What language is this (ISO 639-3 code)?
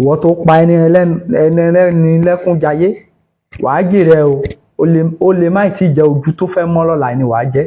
yor